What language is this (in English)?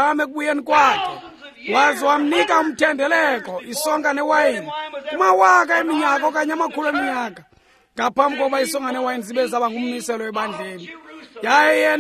Xhosa